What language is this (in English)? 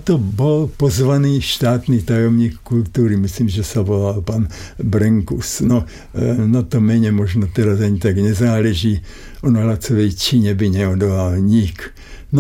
Slovak